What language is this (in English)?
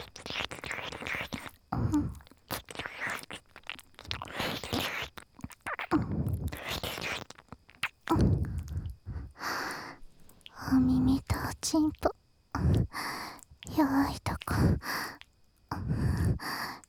Japanese